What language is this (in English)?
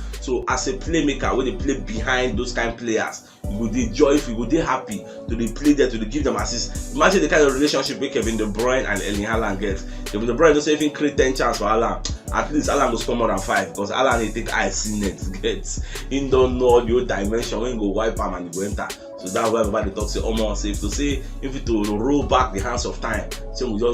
Nigerian Pidgin